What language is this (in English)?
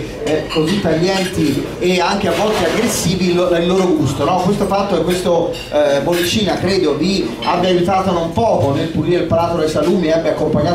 Italian